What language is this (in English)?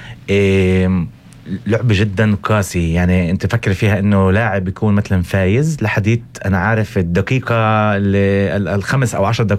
North Levantine Arabic